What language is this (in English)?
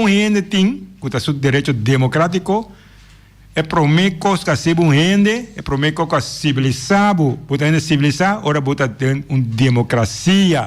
Papiamento